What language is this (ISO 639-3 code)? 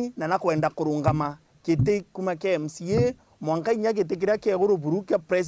mer